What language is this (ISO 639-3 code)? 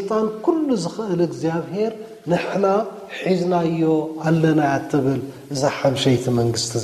tir